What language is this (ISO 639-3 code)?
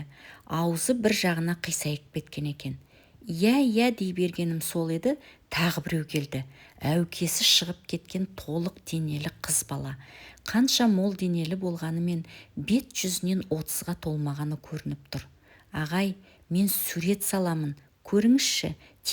kaz